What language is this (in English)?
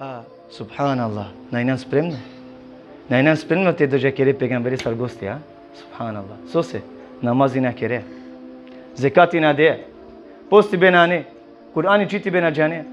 Balkan Romani